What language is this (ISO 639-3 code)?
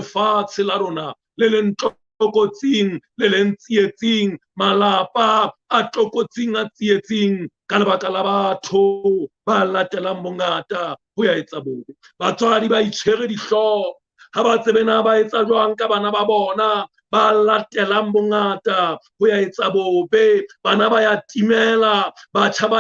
sot